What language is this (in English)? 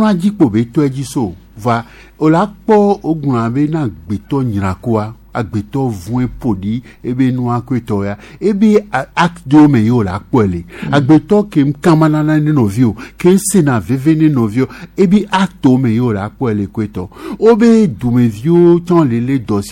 Gen